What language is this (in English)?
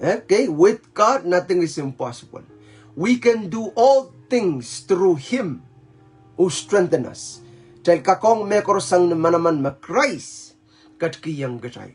Pohnpeian